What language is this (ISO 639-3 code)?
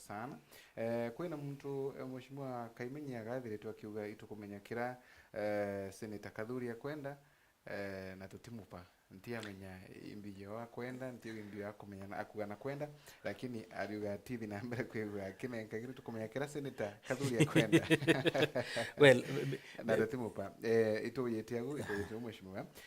mer